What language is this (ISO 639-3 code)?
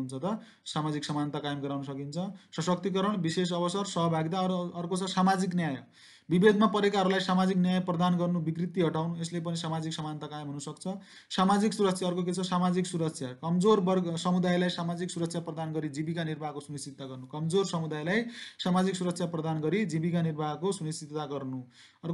nep